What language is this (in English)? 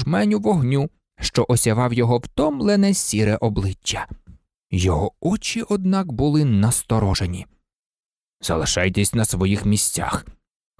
Ukrainian